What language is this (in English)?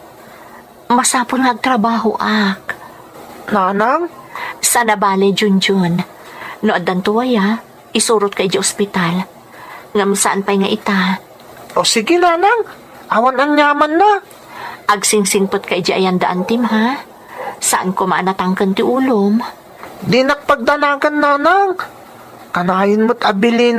Iloko